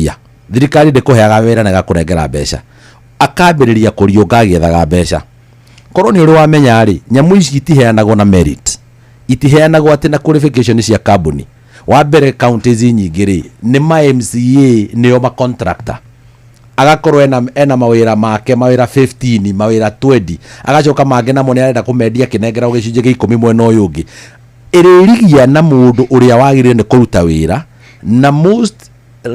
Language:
Kikuyu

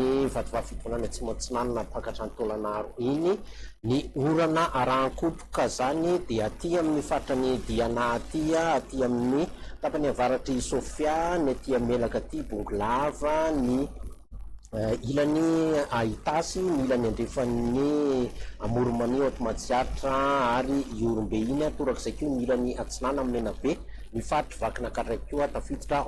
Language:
Malagasy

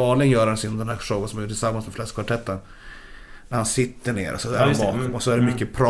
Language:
Swedish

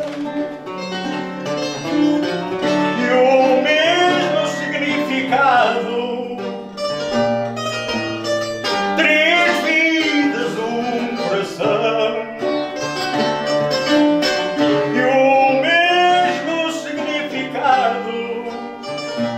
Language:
Portuguese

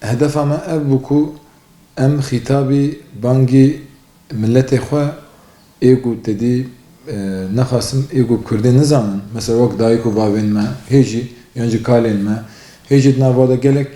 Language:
Kurdish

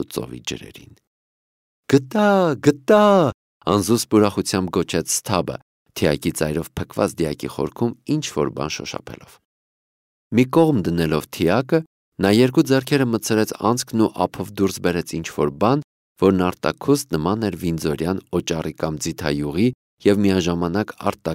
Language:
Armenian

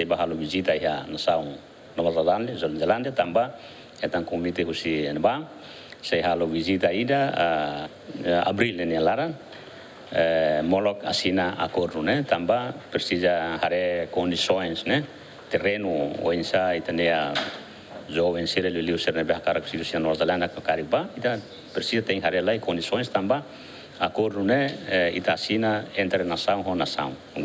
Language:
Tetum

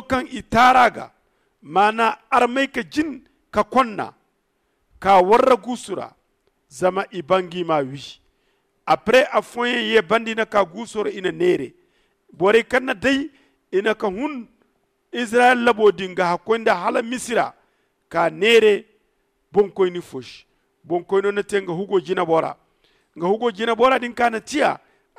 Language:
Zarma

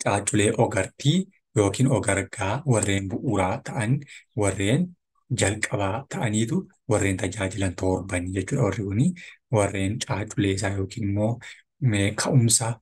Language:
Oromo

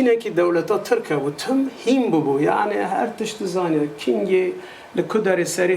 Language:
Kurdish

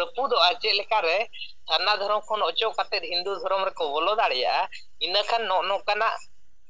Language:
Santali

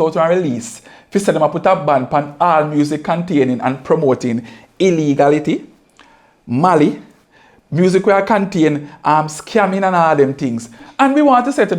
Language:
Jamaican Creole English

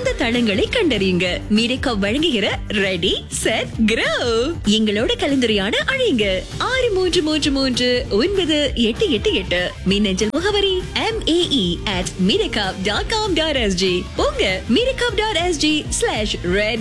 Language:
Tamil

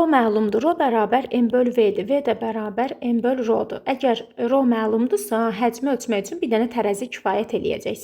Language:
Azerbaijani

